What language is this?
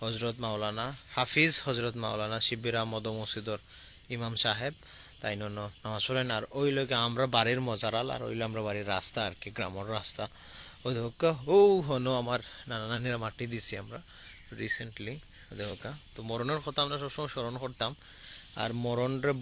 Sylheti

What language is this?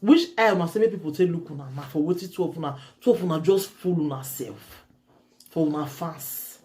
Nigerian Pidgin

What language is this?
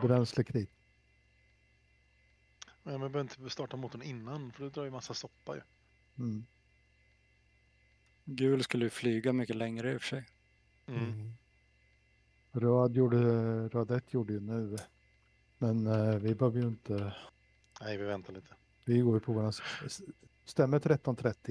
Swedish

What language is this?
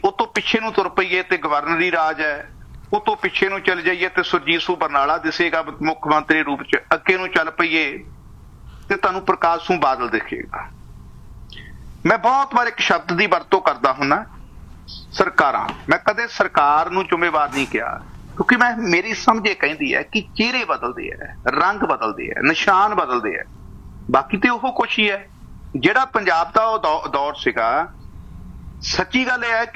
Punjabi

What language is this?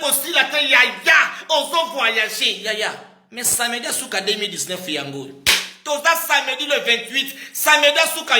Lingala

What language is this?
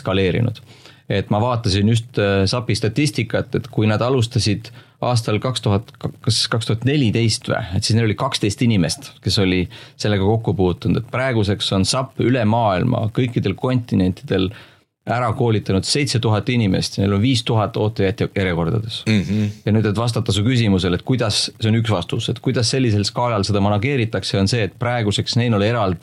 Estonian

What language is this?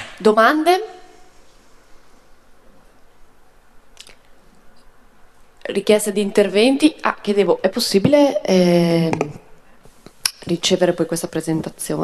Italian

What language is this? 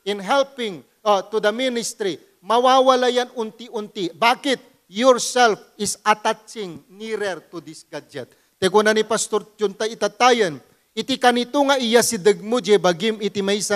Iloko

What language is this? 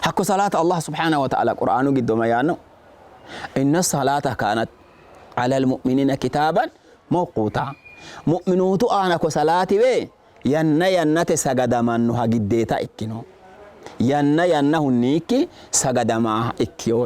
Sidamo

